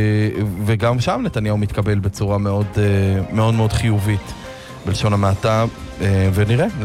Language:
Hebrew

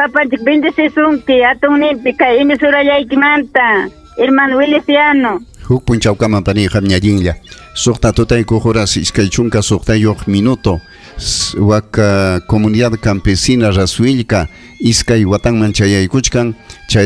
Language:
Ayacucho Quechua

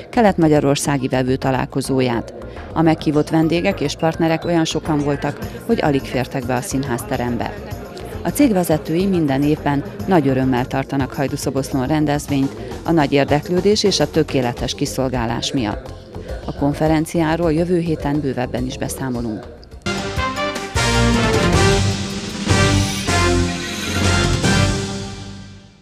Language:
Hungarian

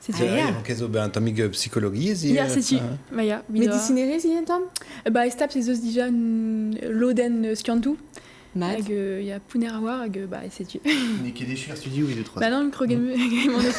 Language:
Breton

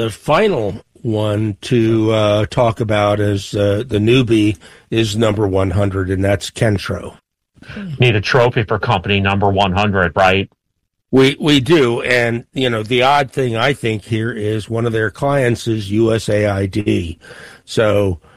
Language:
English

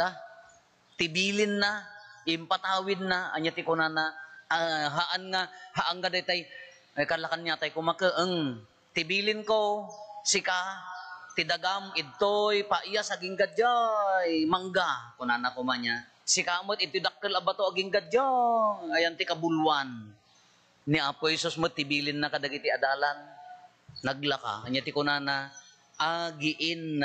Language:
Iloko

